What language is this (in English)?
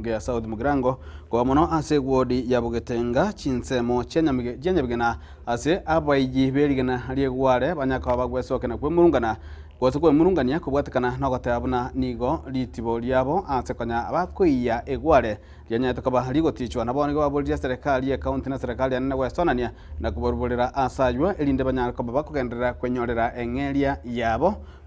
Gusii